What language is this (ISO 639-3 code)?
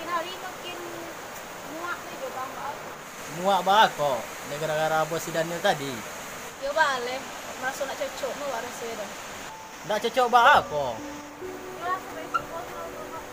min